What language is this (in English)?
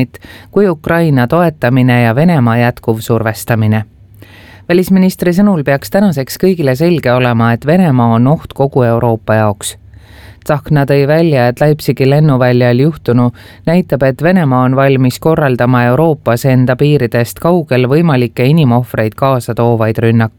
Estonian